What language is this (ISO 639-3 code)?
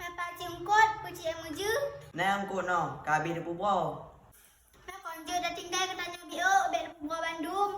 ace